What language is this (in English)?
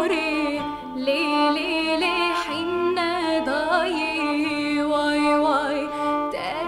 Kurdish